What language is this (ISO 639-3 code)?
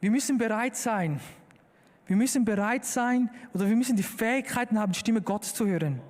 gsw